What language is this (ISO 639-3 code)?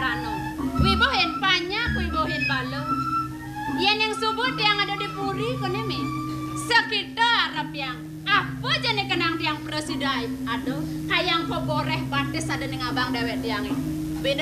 ban